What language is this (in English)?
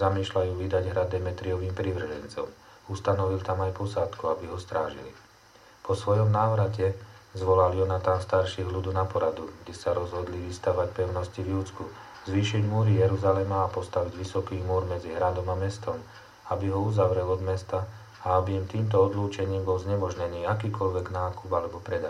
Slovak